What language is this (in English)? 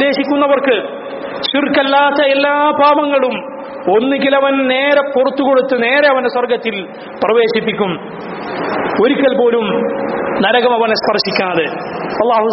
Malayalam